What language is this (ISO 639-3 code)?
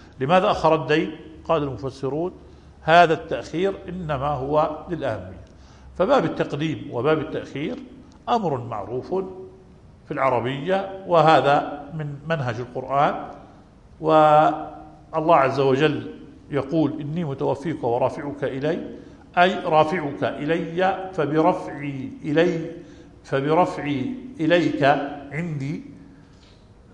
ara